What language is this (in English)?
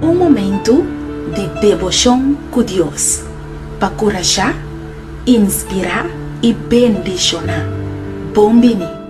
Papiamento